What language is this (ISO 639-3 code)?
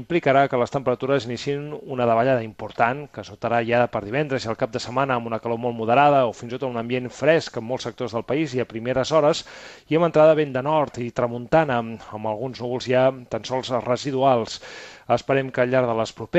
cat